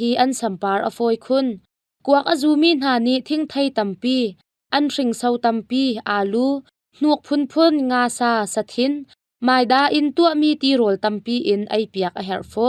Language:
Hakha Chin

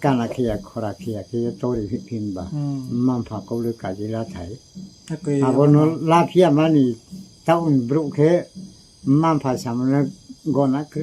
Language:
Riang (India)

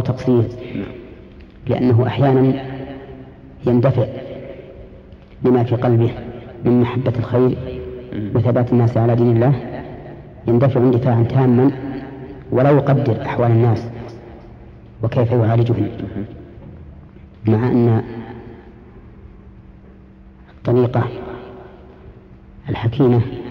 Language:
Arabic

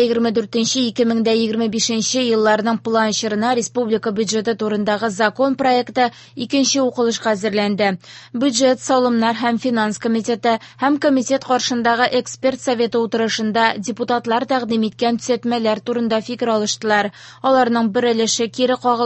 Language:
Tatar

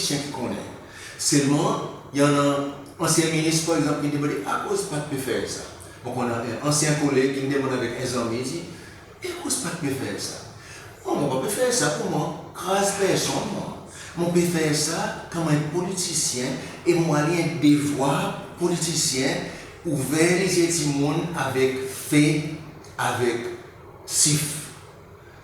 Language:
Seselwa Creole French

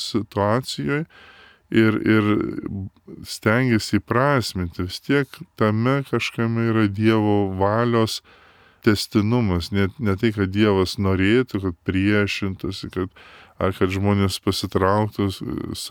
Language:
Lithuanian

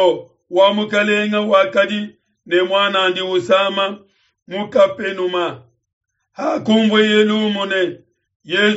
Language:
Luba-Lulua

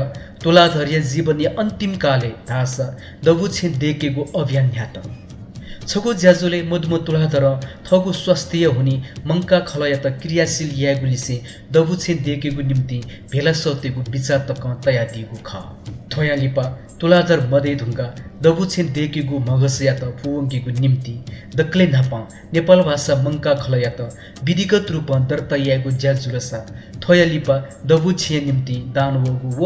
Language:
Newari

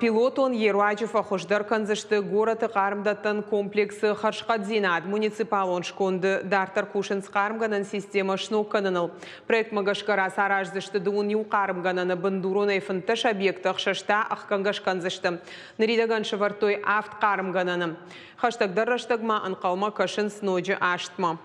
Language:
Ossetic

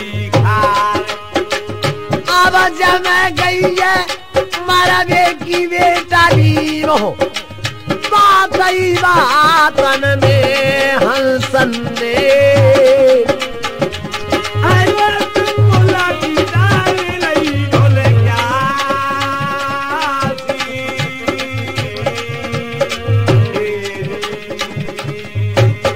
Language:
Haryanvi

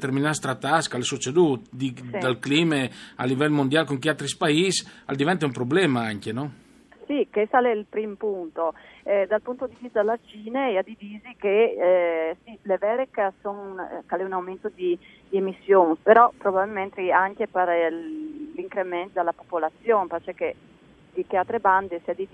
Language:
Friulian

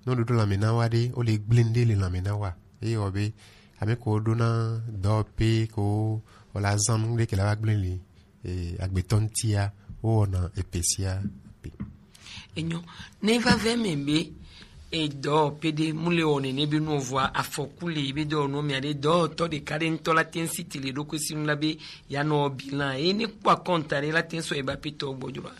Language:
Gen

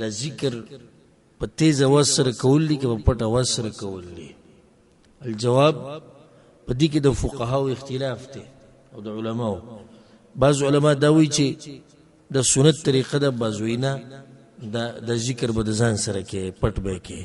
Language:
Pashto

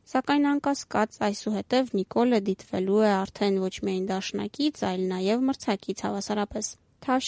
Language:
Armenian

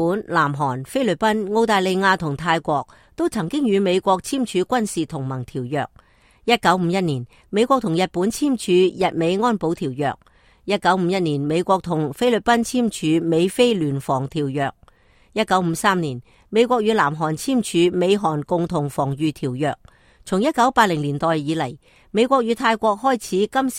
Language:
Cantonese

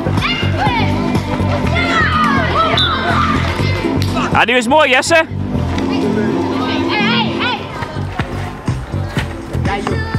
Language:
Dutch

